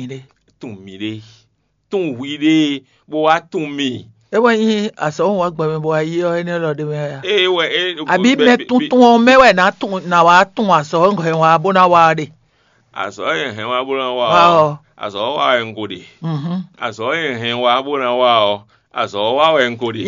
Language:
Fon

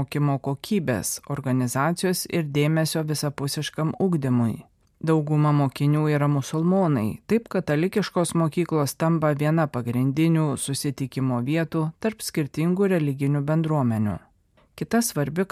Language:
Lithuanian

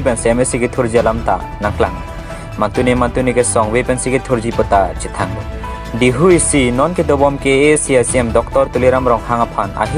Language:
Karbi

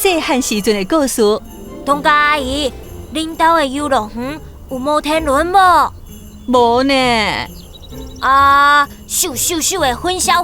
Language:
Min Nan Chinese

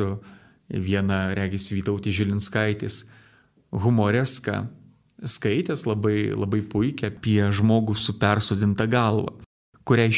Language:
Lithuanian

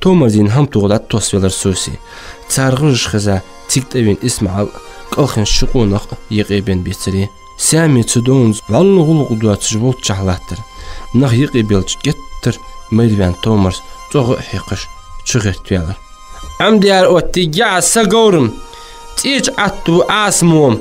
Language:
Ingush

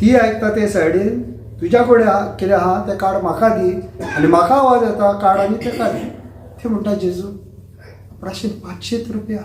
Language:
Konkani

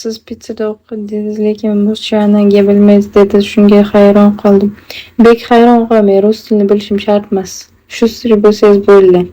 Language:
Uzbek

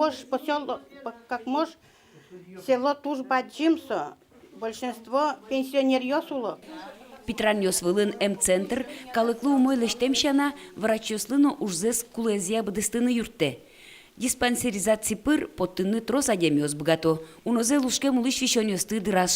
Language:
Udmurt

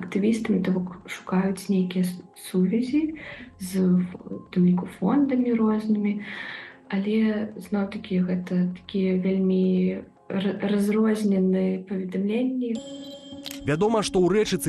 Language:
Belarusian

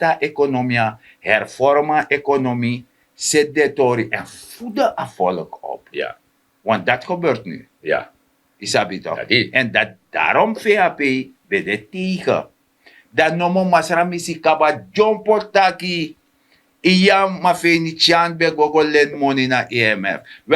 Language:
Sranan Tongo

